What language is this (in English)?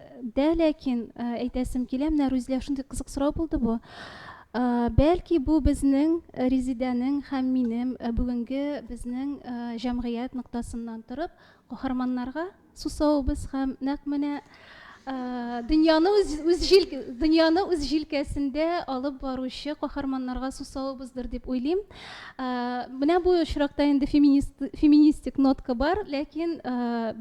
Tatar